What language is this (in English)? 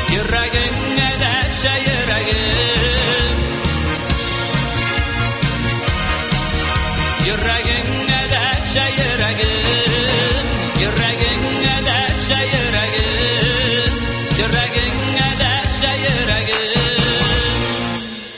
Tatar